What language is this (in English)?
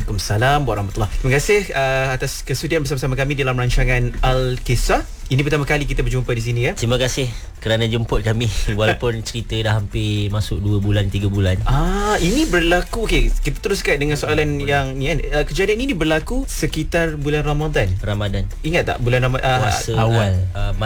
Malay